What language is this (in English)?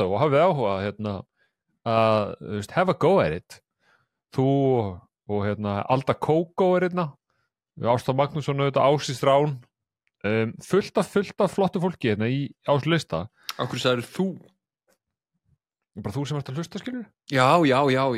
Icelandic